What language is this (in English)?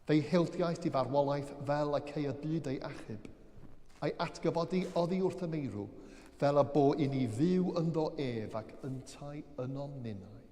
Welsh